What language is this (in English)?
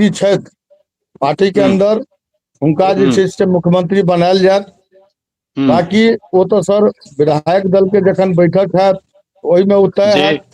Maithili